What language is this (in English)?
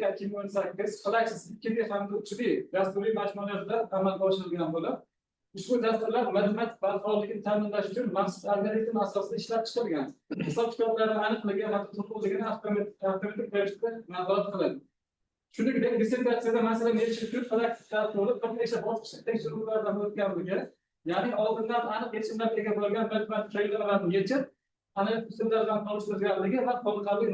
Uzbek